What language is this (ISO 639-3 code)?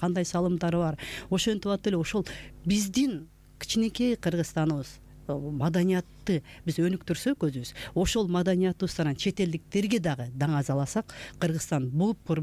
kir